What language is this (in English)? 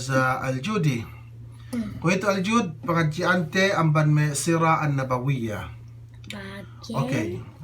Yakan